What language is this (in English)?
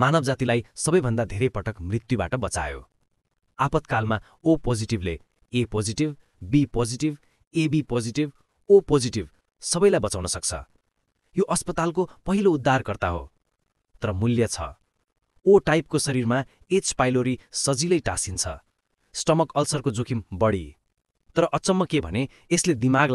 Nepali